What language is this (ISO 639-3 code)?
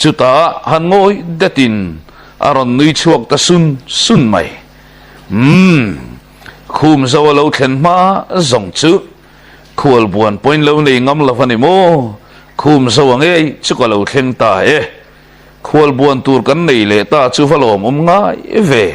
lus